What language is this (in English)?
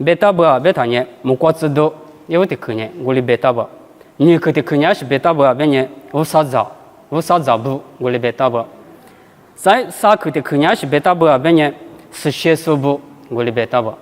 Lisu